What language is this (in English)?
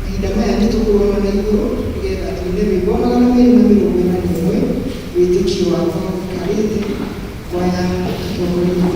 Kikuyu